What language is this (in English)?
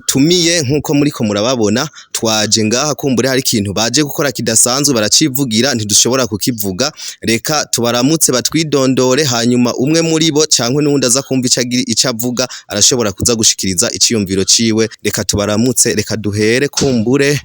Rundi